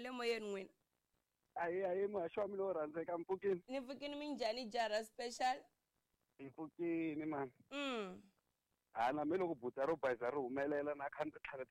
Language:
Tsonga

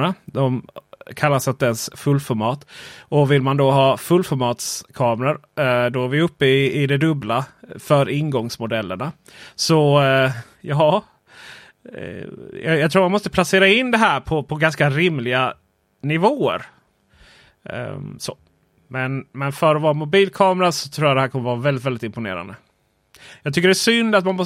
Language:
Swedish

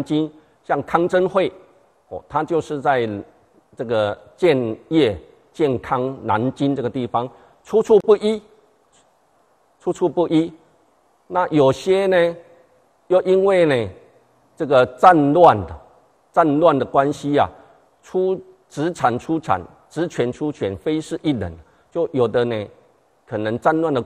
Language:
Chinese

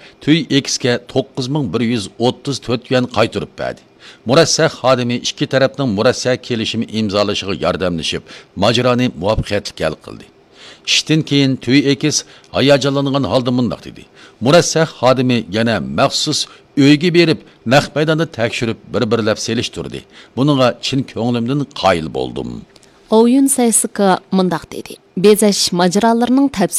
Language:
Uyghur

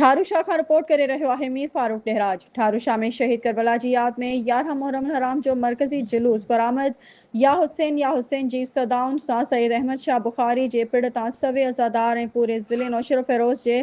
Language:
Sindhi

